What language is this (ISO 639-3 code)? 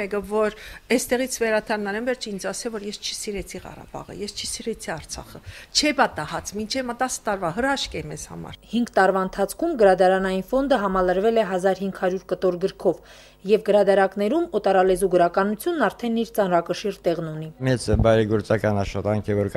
hye